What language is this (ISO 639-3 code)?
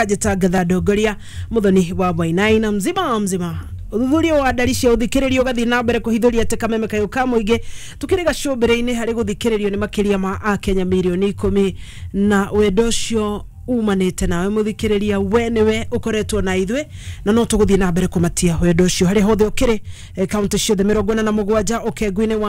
kik